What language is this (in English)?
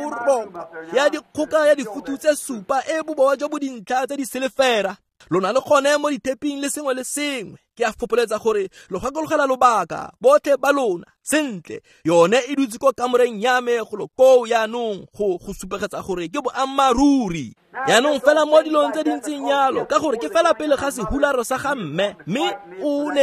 Tswana